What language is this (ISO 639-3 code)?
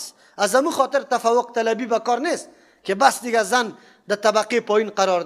fas